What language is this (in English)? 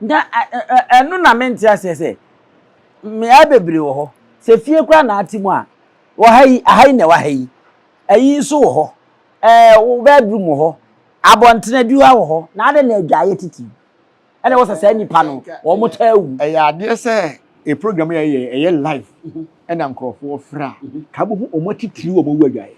Akan